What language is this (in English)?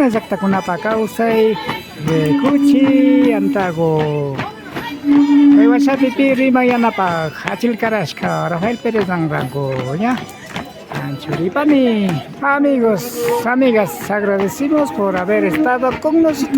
Imbabura Highland Quichua